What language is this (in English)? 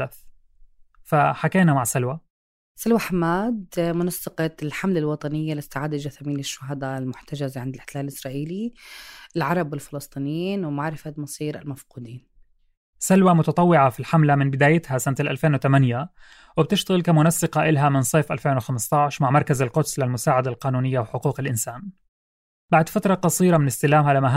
North Levantine Arabic